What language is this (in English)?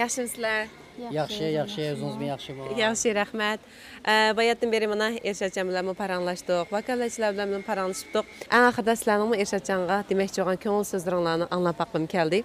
Uyghur